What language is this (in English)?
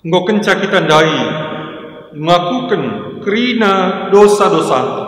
Batak Karo